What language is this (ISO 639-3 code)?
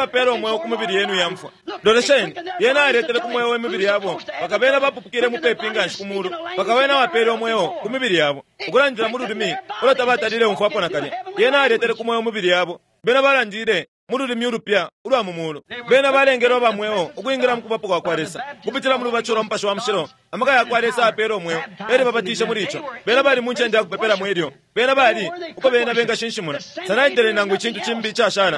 bem